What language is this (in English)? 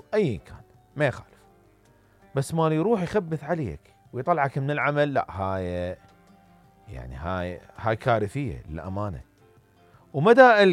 Mesopotamian Arabic